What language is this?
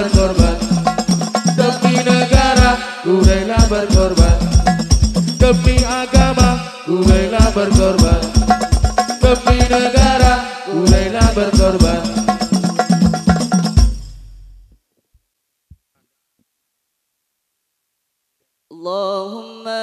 Indonesian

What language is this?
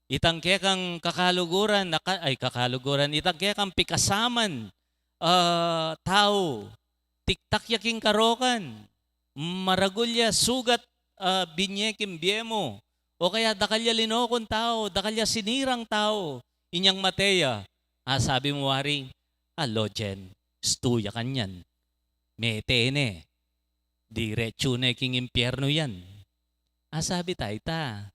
Pampanga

